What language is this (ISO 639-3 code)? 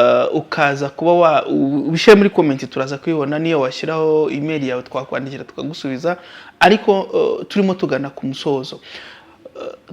kin